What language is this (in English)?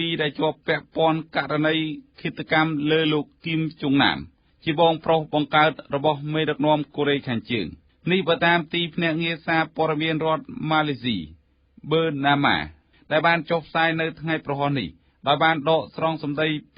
Khmer